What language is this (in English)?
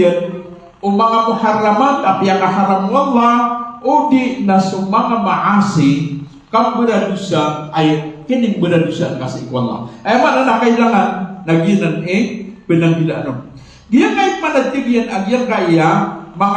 Maranao